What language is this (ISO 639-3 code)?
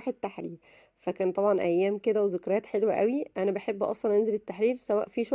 arz